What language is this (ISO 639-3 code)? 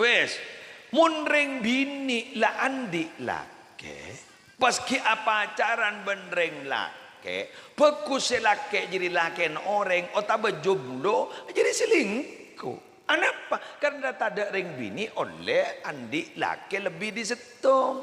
mad